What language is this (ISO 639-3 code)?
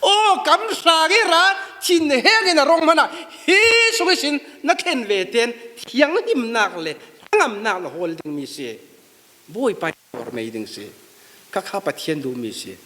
cfm